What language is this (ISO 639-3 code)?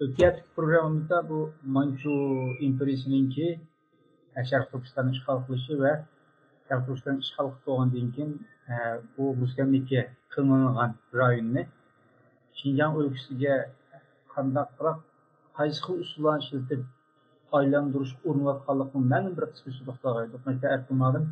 uig